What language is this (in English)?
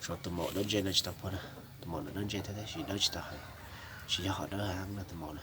Hmong